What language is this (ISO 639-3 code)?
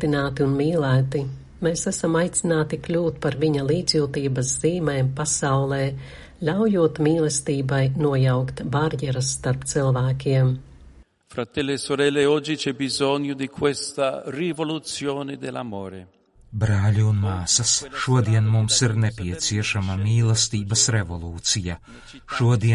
lav